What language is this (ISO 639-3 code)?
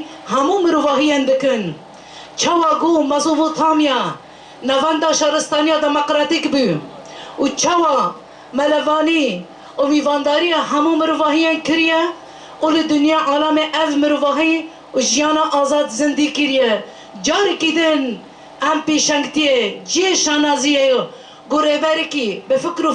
kur